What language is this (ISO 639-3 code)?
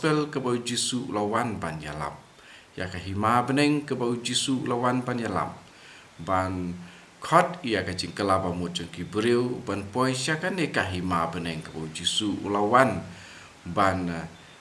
kha